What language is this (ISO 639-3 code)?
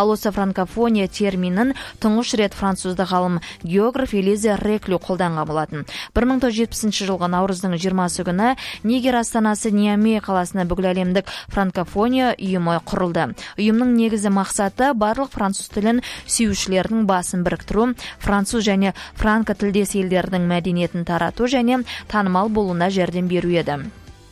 kaz